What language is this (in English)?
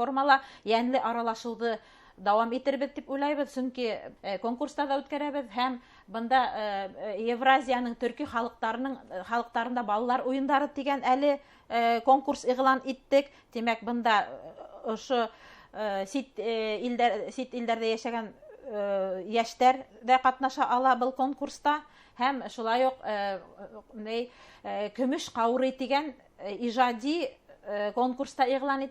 Bashkir